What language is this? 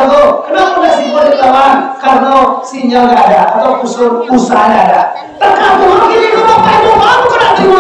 Minangkabau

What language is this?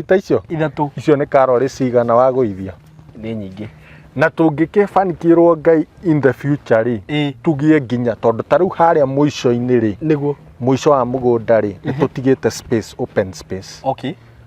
Kikuyu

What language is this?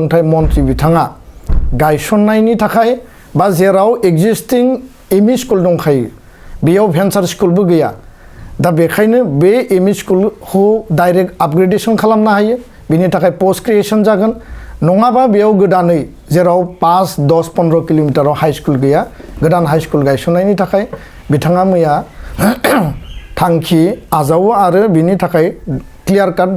Bodo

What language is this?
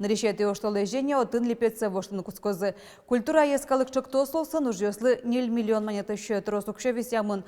Udmurt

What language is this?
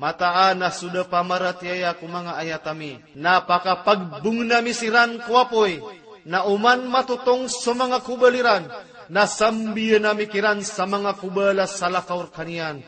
Maranao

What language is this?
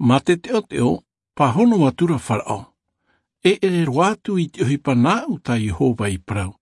Tahitian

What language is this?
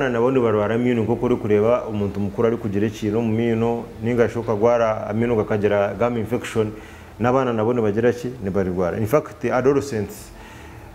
Nyankole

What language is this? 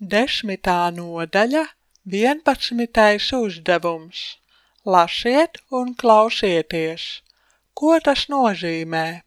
Latvian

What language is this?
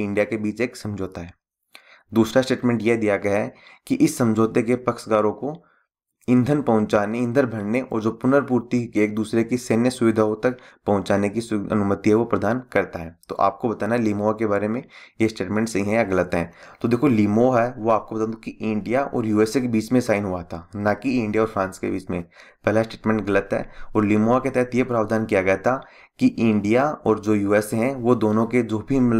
Hindi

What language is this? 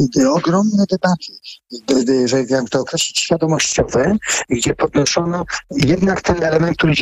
Polish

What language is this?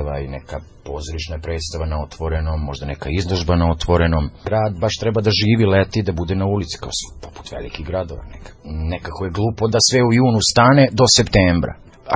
Serbian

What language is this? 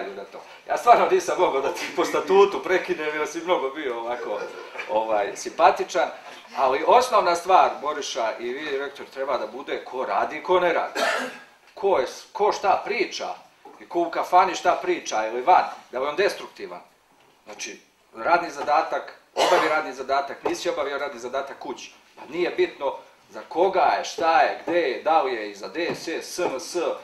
Serbian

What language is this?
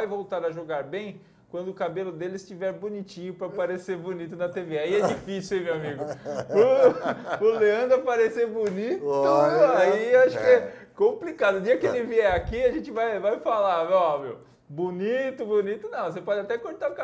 Portuguese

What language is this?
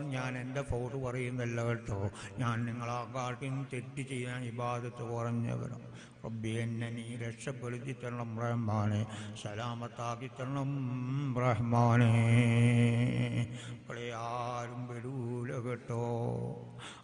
Malayalam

